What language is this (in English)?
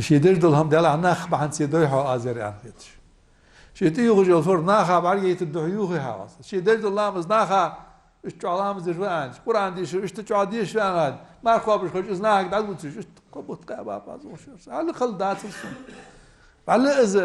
Ingush